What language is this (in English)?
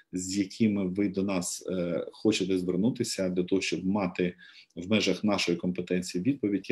Ukrainian